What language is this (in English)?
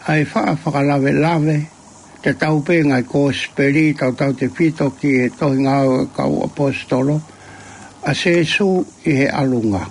Tongan